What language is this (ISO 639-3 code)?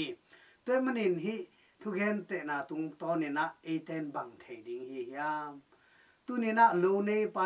ctd